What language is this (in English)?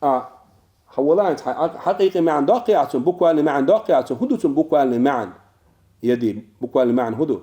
Chechen